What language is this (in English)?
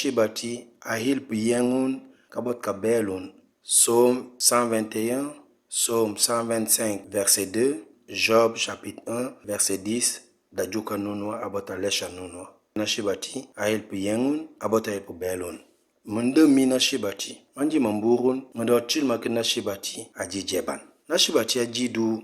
Mankanya